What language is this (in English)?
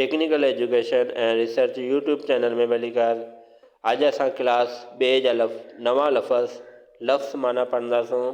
Sindhi